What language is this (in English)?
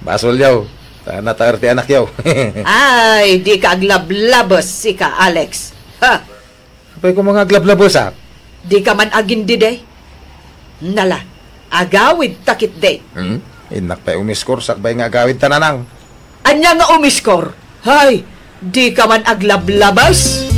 Iloko